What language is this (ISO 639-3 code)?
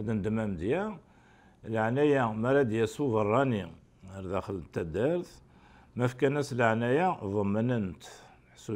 kab